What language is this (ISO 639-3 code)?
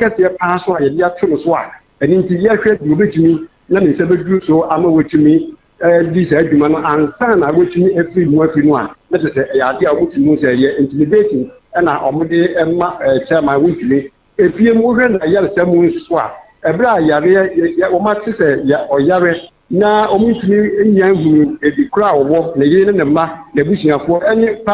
aka